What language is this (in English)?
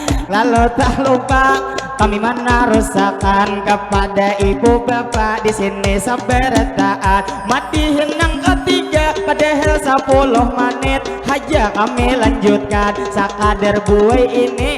Banjar